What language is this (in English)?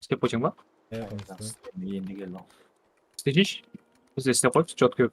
Kara-Kalpak